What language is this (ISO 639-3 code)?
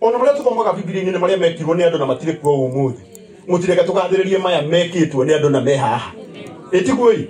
kik